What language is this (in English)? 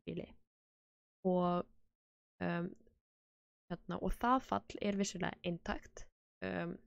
Icelandic